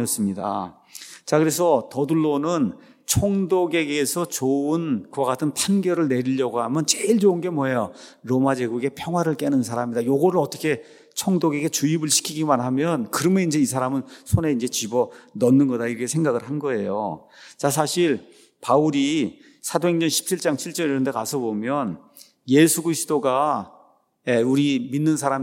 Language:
Korean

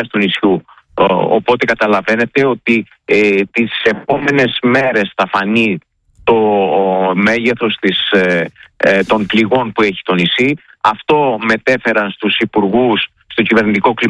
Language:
Greek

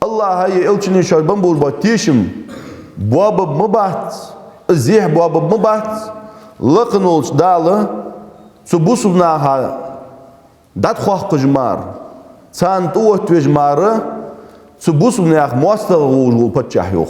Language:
Ingush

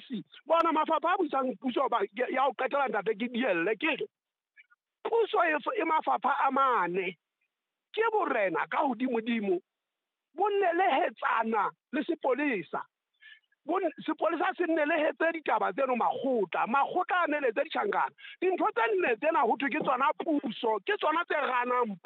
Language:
Southern Sotho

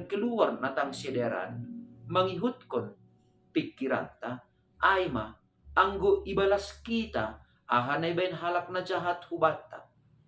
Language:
Batak Simalungun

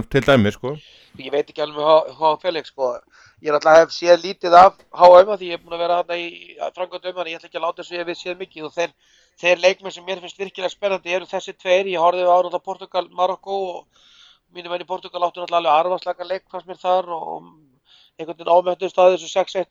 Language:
Icelandic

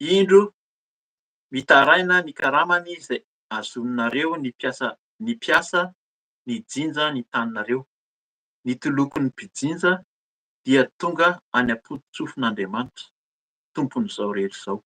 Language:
Malagasy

